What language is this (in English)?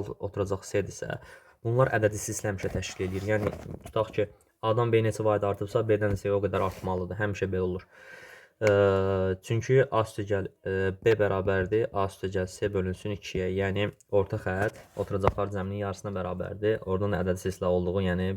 Azerbaijani